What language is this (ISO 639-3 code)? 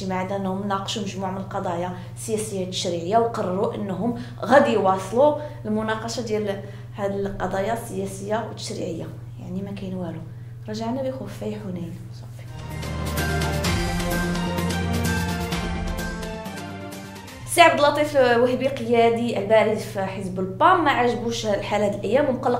ary